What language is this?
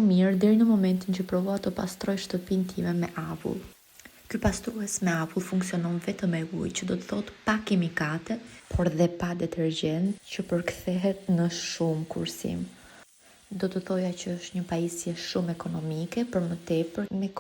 Albanian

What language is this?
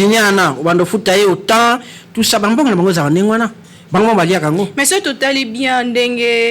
Lingala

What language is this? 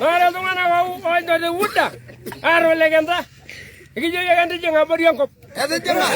Masai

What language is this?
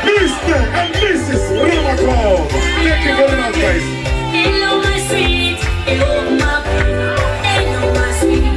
Venda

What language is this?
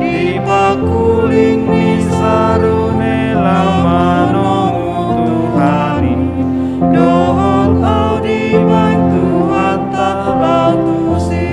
Batak Toba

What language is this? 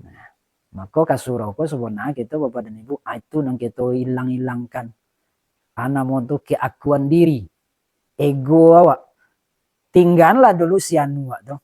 Minangkabau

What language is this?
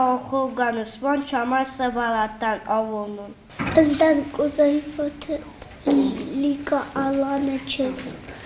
Ossetic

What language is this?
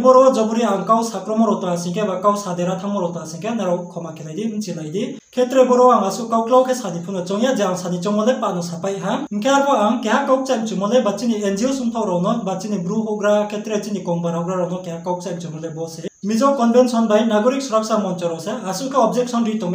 Riang (India)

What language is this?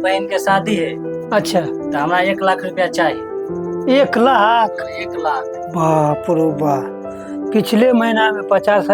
Maithili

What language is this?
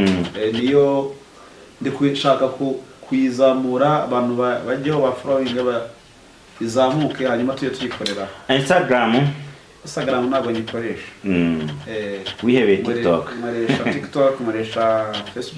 Kinyarwanda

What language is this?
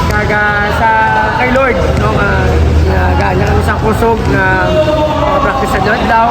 Hiligaynon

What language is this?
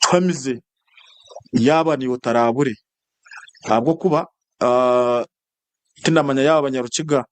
Nyankole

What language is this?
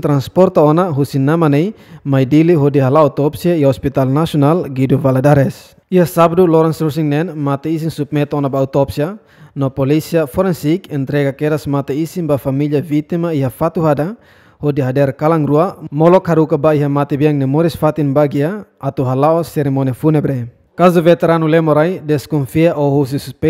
Tetum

